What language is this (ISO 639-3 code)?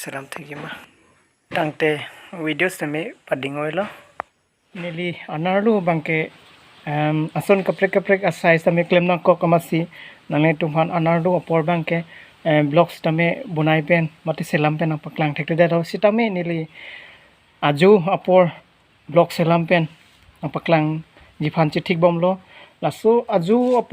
mjw